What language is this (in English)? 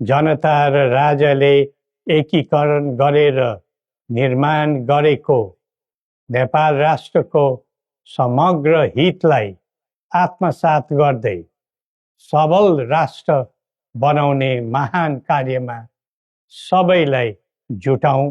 Nepali